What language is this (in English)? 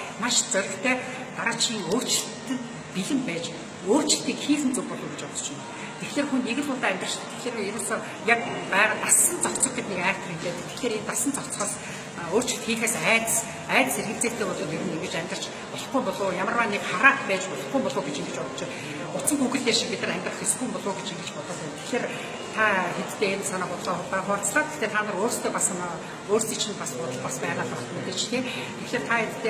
Mongolian